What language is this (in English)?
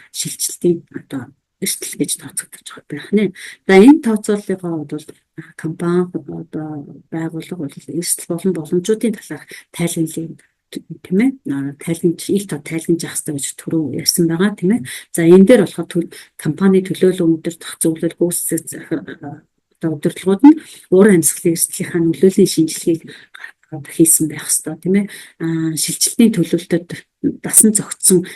Mongolian